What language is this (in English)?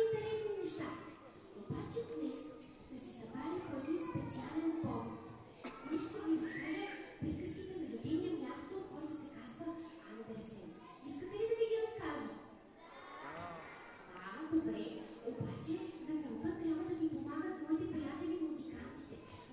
Bulgarian